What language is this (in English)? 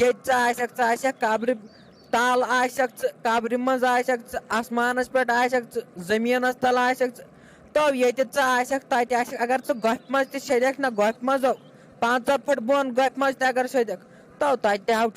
Kashmiri